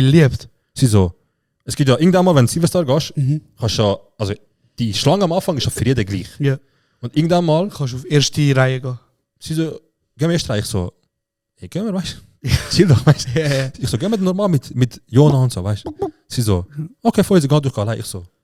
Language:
Swiss German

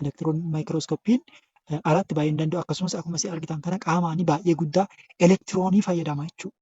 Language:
Oromo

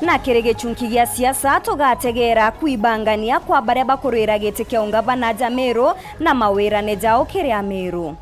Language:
Meru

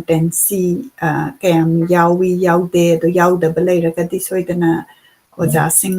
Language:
Manipuri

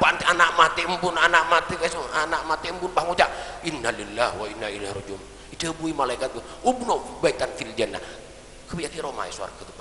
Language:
Madurese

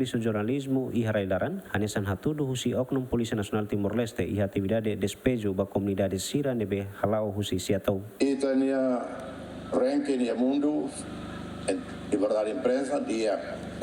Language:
Tetum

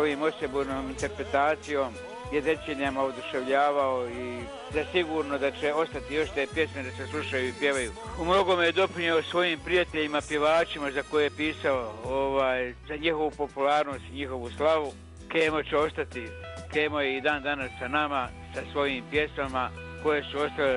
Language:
Bosnian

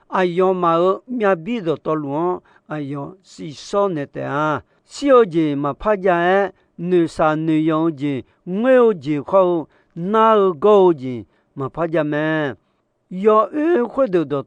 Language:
Akha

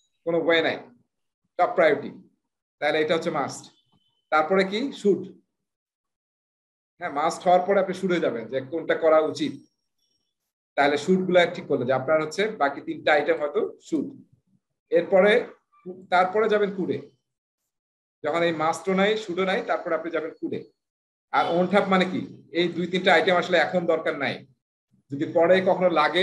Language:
Bangla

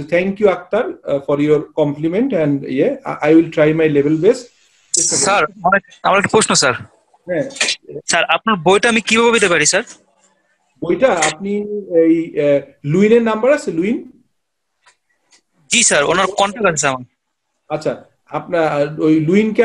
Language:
Bangla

